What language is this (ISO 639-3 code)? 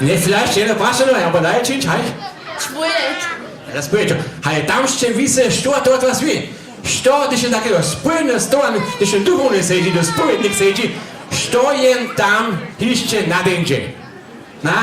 hsb